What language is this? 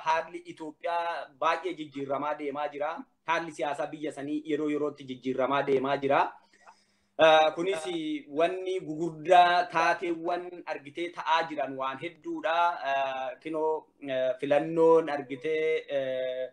Oromo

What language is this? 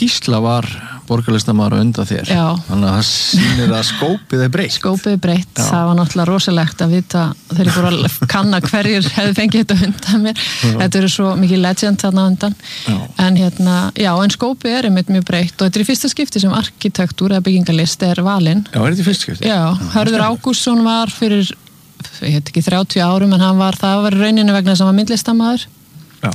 Icelandic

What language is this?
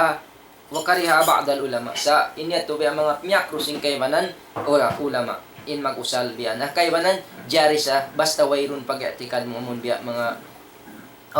Tausug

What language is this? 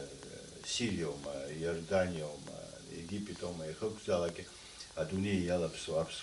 Abkhazian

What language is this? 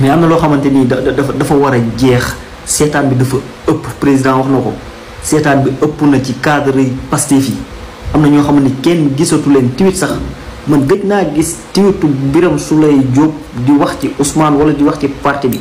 Wolof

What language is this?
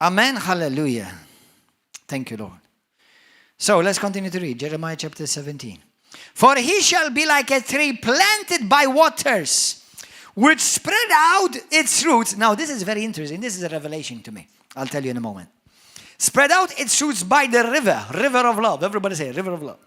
English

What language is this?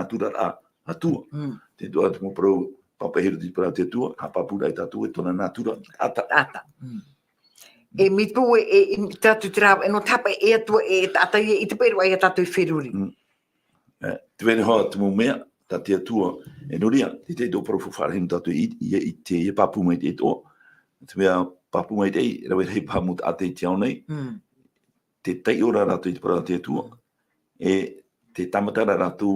Tahitian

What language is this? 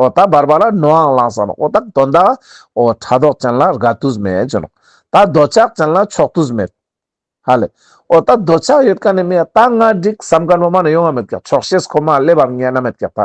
Ladakhi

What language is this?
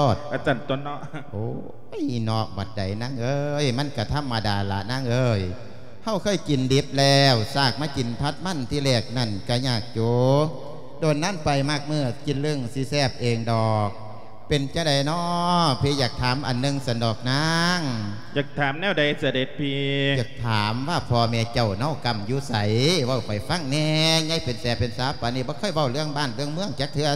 Lao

